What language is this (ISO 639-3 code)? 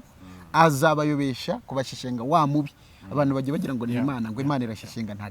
kin